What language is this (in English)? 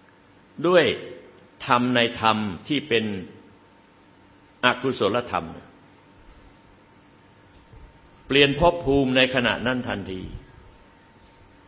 Thai